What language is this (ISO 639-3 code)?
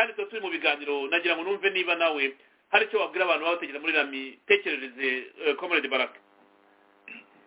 kin